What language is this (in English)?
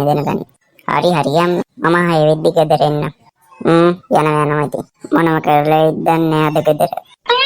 Sinhala